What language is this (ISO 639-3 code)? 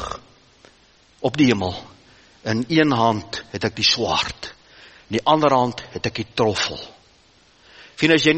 afr